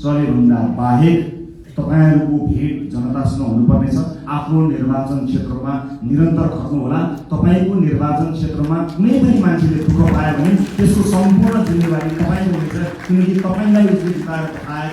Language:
Nepali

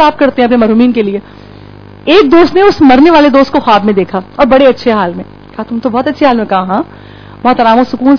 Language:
Urdu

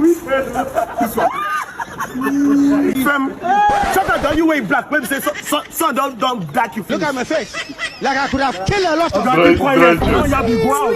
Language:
Nigerian Pidgin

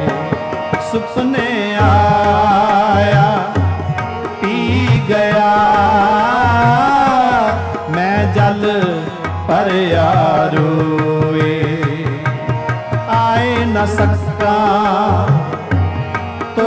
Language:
Hindi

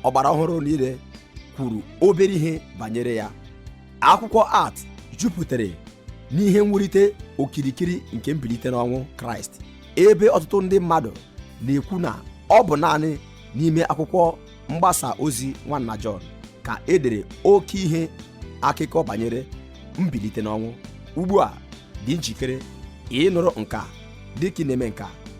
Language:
Igbo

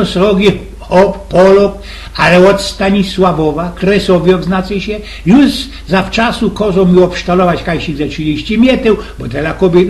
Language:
Silesian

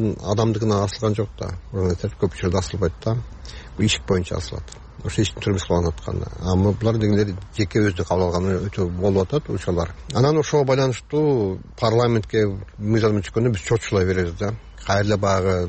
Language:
Kyrgyz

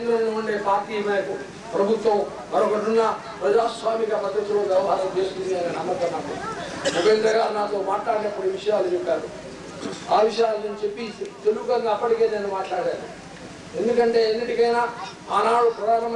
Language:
Telugu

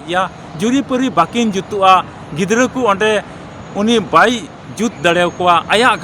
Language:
Santali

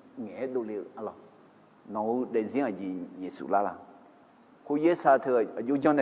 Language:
Akha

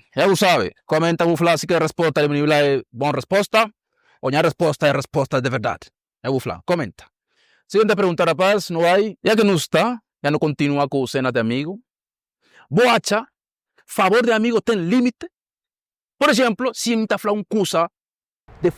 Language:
Kabuverdianu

